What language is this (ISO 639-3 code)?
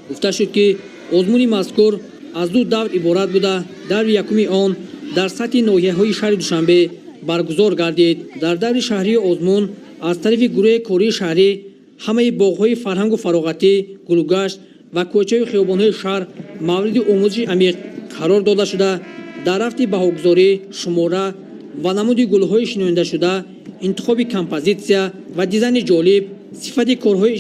tgk